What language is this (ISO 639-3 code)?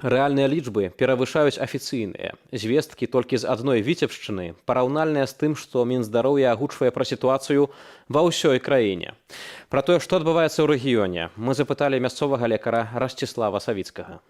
bel